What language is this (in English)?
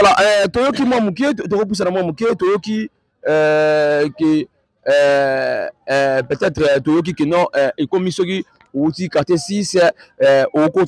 Lingala